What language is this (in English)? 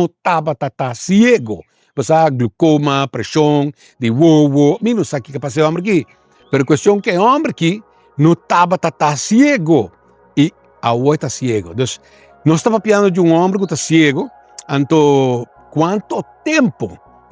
Papiamento